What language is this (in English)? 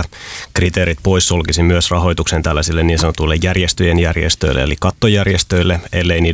Finnish